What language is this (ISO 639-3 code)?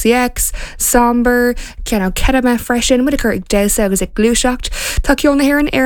gle